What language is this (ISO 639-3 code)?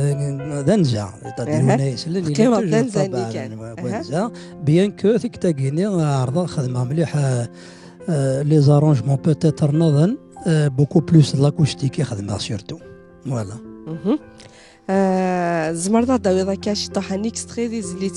kab